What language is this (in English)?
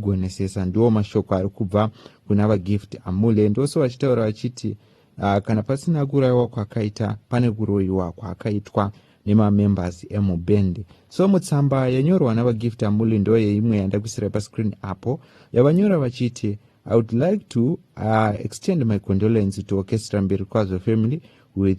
Shona